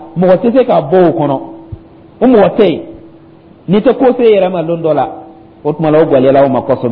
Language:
Dyula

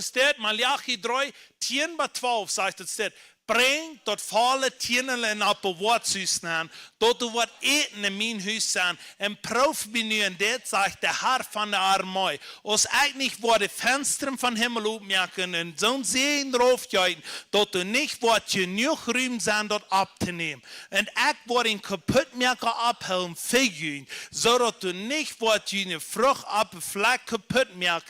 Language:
Plautdietsch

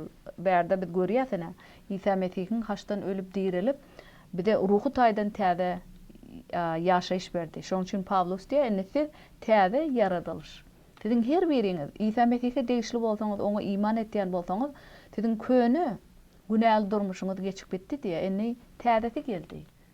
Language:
Turkmen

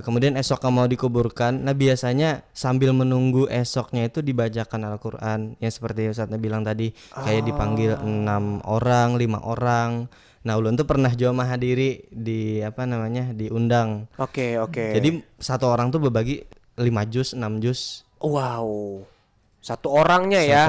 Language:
Banjar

